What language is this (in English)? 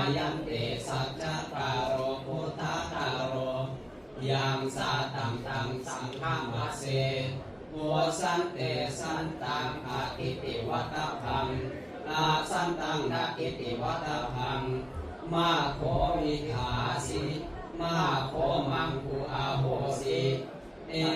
Pali